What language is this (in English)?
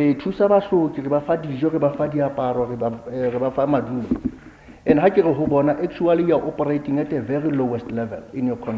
Southern Sotho